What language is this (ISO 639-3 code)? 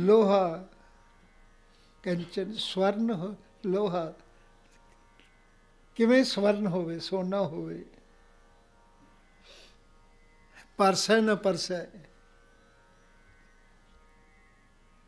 pan